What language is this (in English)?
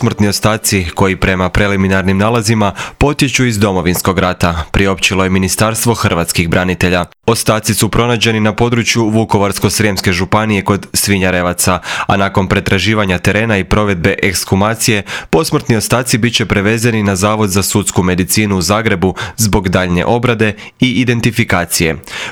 Croatian